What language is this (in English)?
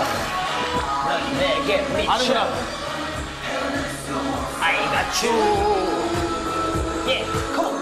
Korean